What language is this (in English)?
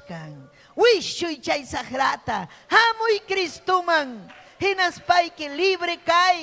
Ayacucho Quechua